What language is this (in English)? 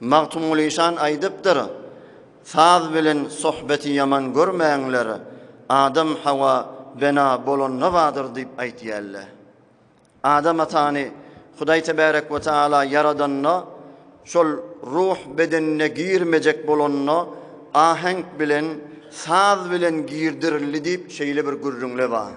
Turkmen